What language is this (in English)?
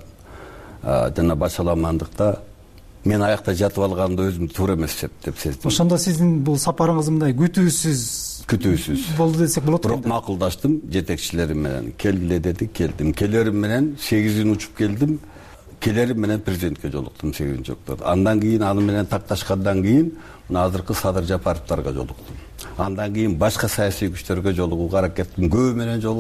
Kyrgyz